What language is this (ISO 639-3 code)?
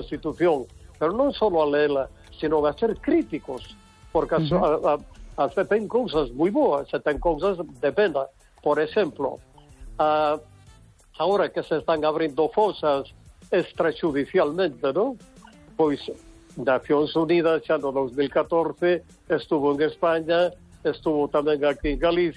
glg